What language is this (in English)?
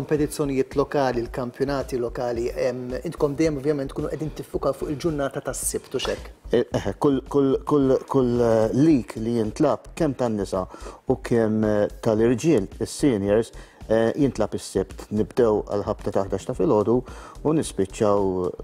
Maltese